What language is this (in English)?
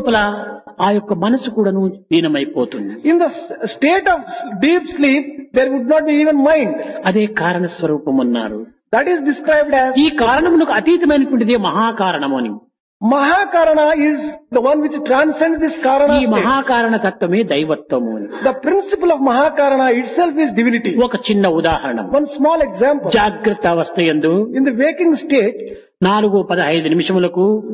Telugu